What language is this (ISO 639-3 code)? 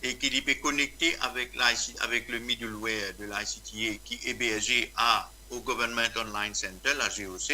mfe